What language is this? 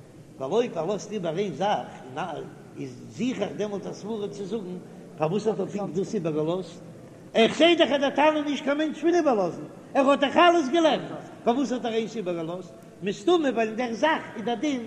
Yiddish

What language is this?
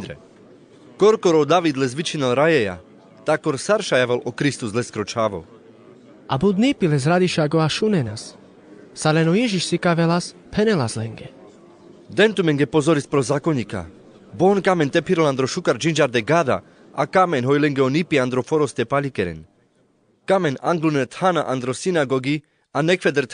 Carpathian Romani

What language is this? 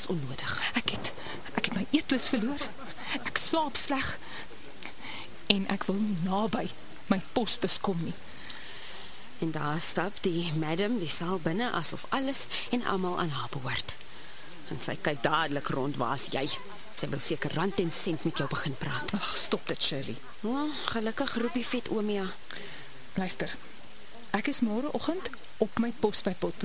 Afrikaans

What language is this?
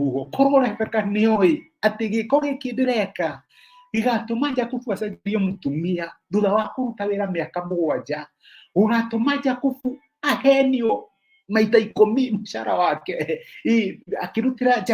Kikuyu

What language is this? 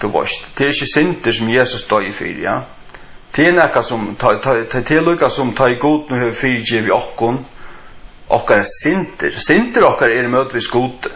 Faroese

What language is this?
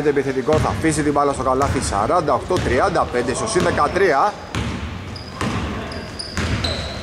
Greek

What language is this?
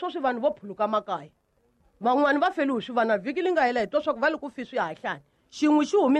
Tsonga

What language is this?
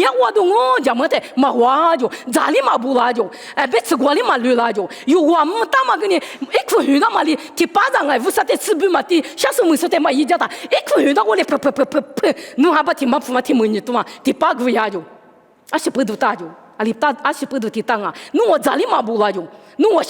Lisu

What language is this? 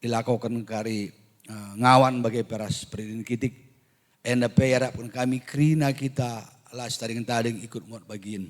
Batak Karo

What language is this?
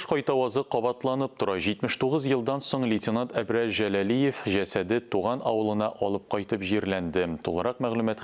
Tatar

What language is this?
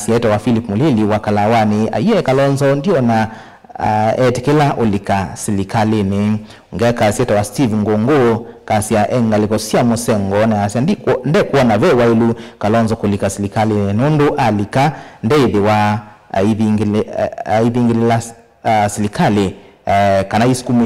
Kamba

